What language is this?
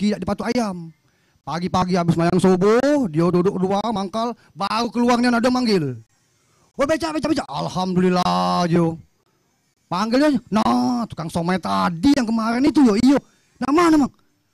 Musi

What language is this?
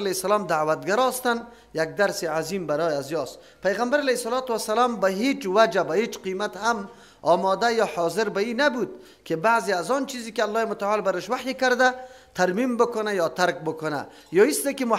Persian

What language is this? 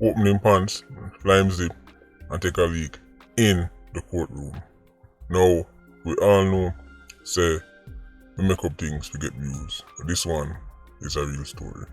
Jamaican Creole English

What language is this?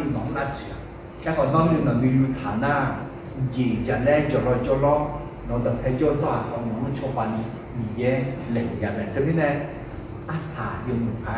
Akha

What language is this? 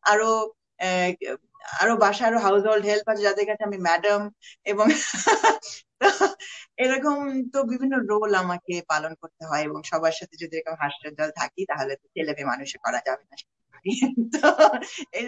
Bangla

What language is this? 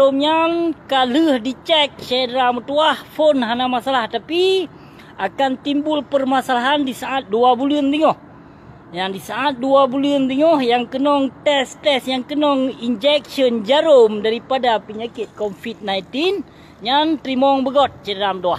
Achinese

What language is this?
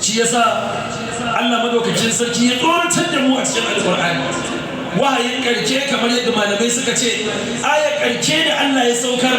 Hausa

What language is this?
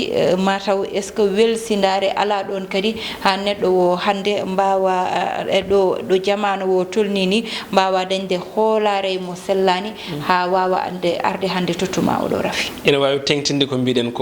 Fula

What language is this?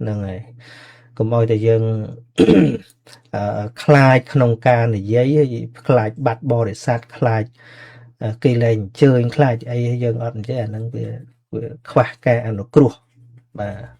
Khmer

